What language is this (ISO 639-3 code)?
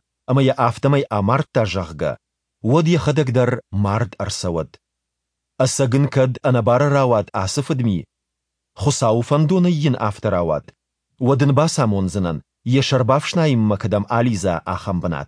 oss